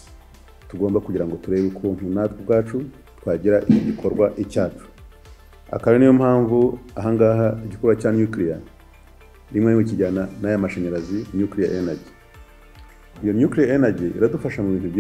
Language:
Kinyarwanda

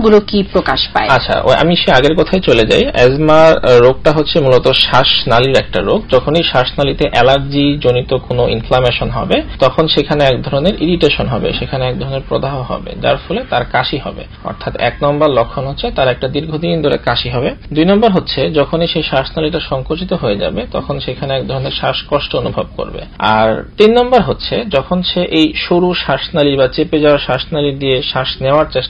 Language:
Bangla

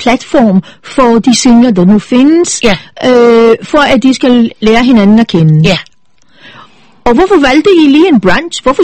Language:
Danish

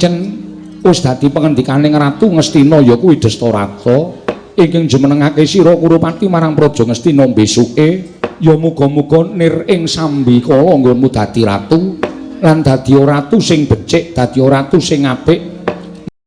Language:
Javanese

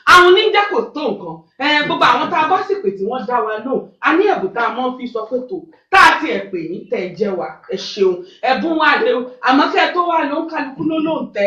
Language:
Yoruba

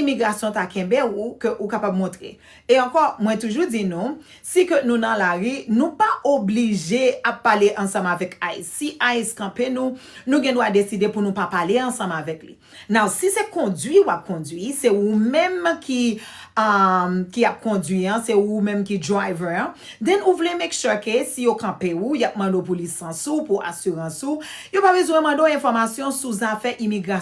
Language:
Haitian Creole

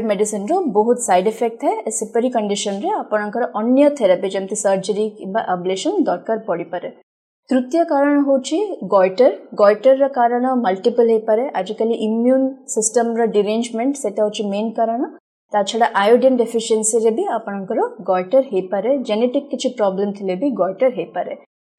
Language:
Odia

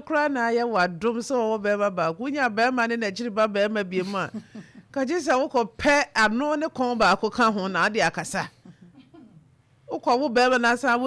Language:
Akan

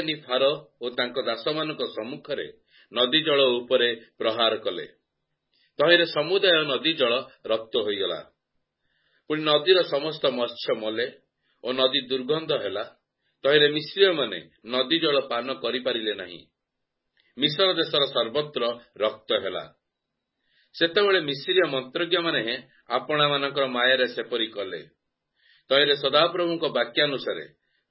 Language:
Odia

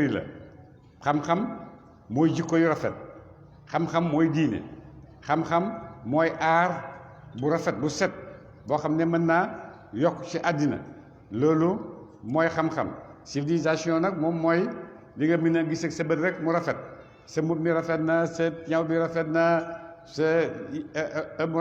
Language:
Wolof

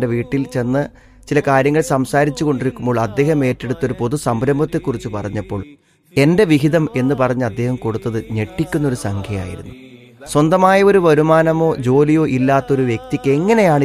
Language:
Malayalam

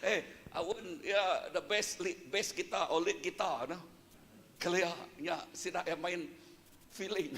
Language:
Iban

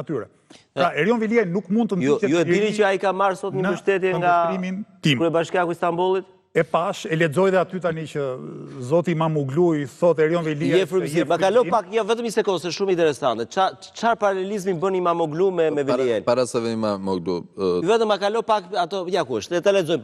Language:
Albanian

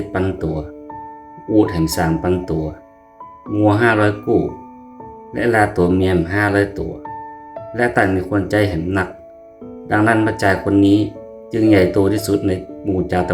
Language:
Northern Thai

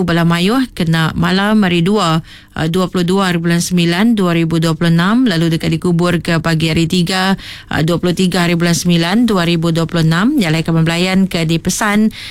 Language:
Iban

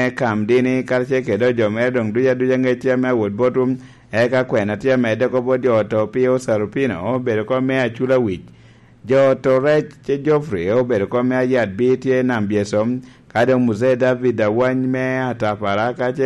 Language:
Lango (Uganda)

